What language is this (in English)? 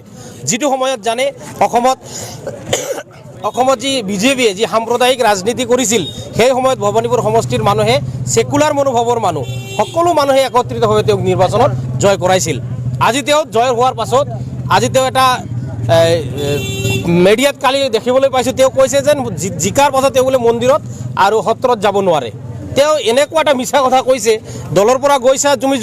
Assamese